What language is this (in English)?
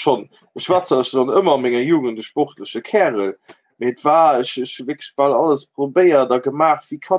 Luxembourgish